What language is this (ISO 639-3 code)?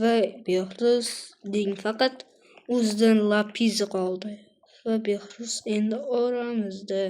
uzb